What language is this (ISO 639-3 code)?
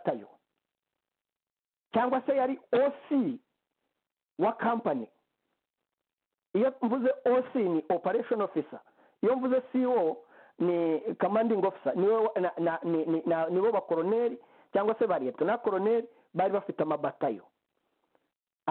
kin